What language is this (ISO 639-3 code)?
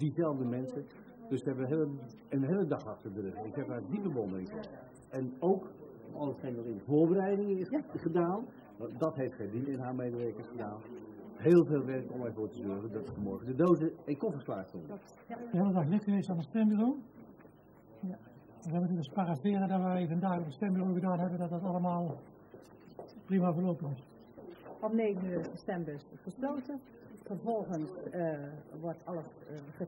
nld